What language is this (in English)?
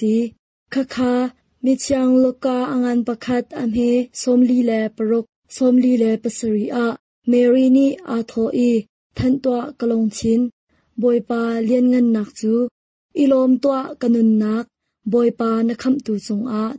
Hakha Chin